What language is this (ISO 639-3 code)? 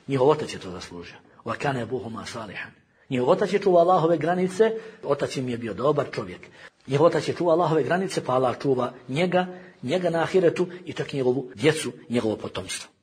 bos